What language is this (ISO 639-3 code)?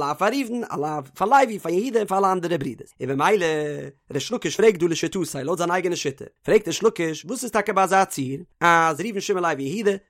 yid